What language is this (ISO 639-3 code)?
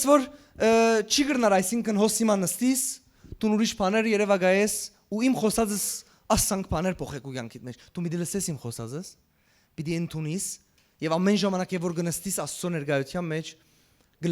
hyw